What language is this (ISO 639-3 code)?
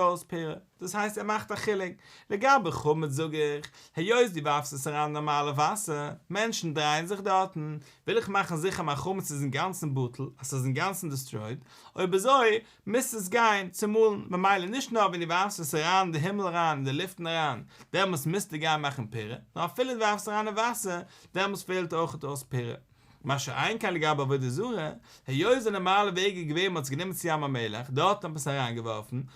yid